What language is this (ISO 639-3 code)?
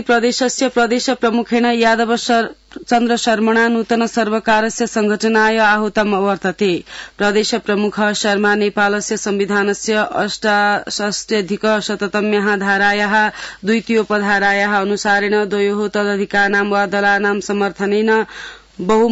san